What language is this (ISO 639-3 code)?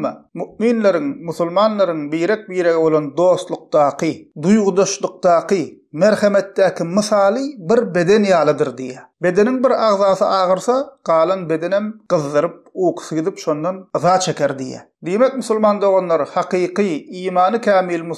tuk